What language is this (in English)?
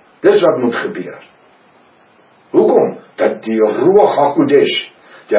Afrikaans